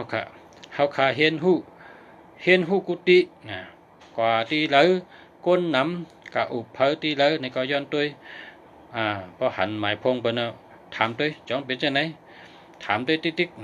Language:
Shan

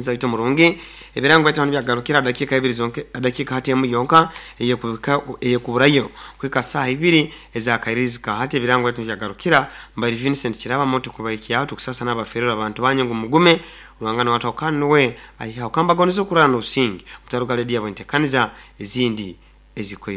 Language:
Nyoro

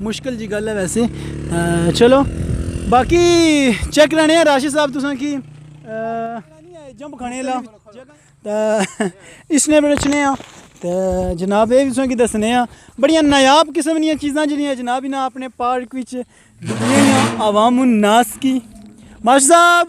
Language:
Pahari-Potwari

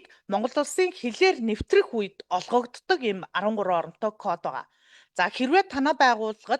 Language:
Mongolian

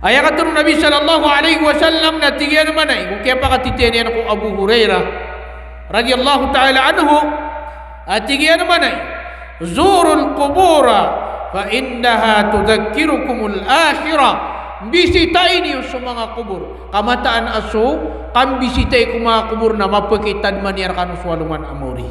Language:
Maranao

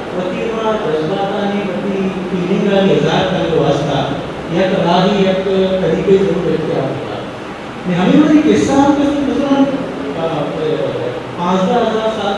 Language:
Eastern Balochi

